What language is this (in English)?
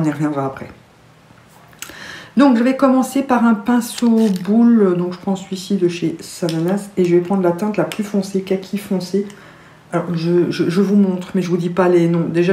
French